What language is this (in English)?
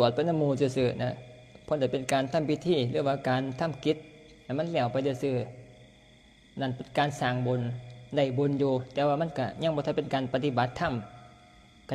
Northeastern Thai